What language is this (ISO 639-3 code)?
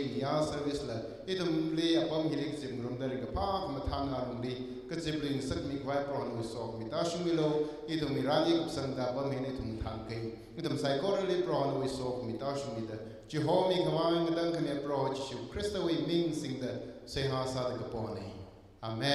nmf